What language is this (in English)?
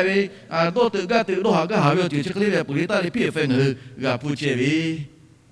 Lahu